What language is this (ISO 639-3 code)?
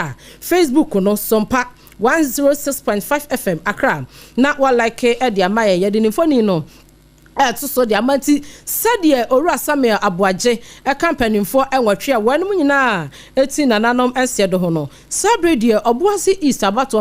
aka